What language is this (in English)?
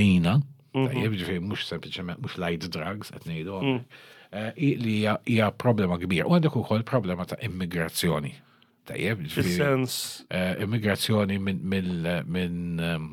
Maltese